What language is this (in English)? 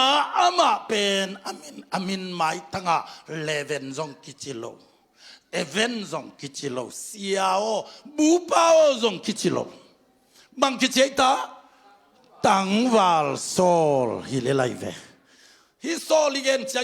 Tedim Chin